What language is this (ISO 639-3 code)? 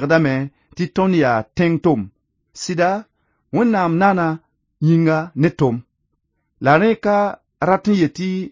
mos